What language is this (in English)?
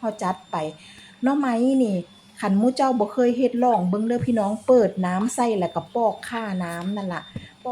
Northeastern Thai